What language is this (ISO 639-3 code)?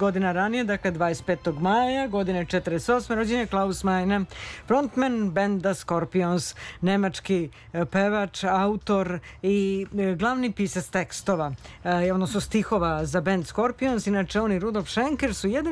srp